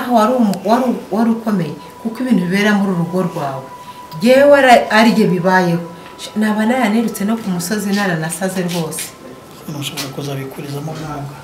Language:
Kinyarwanda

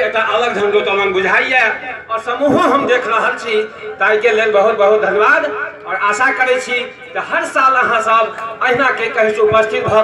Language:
Maithili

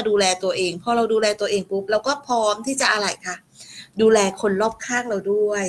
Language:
Thai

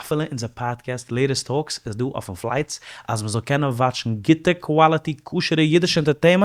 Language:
Yiddish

